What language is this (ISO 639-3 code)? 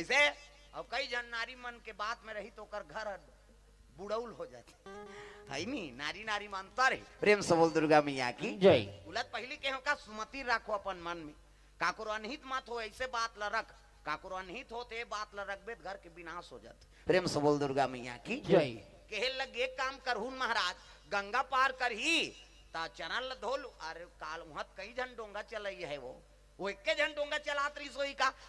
hne